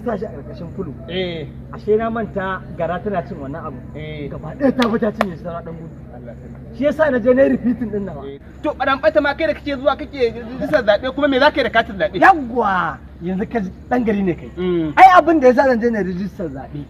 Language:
Hausa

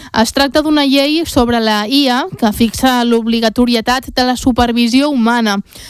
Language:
Catalan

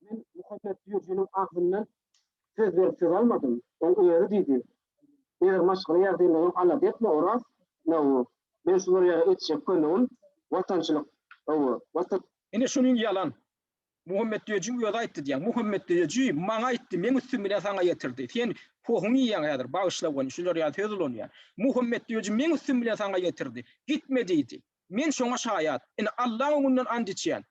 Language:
Turkmen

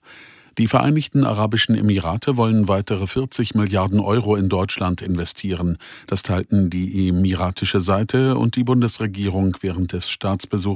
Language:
German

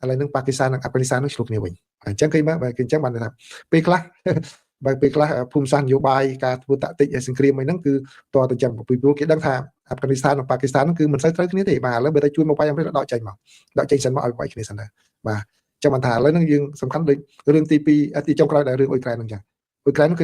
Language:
Khmer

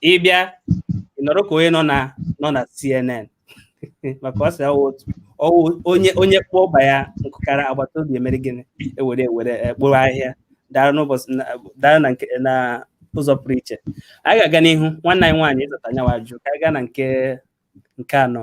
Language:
Igbo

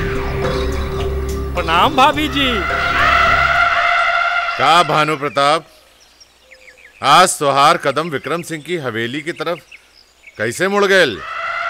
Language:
Bhojpuri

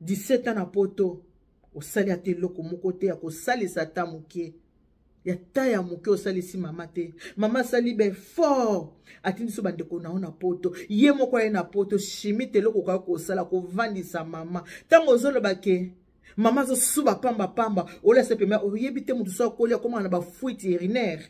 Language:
Lingala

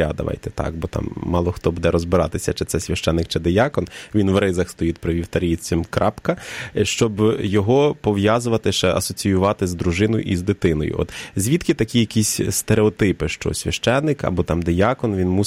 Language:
Ukrainian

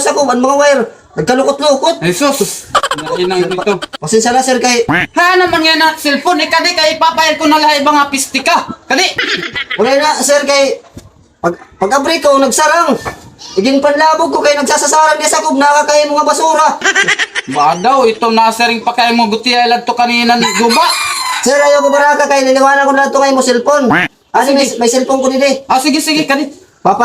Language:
Waray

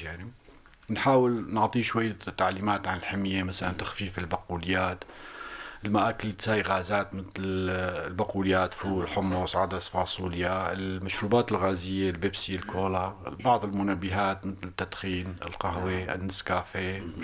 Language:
North Levantine Arabic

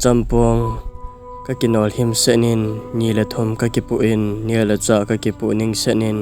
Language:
Thado Chin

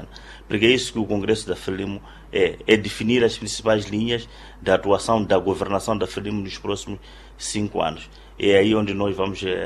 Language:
Portuguese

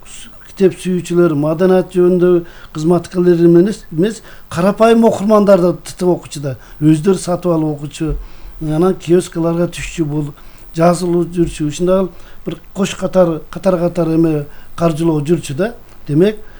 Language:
Kyrgyz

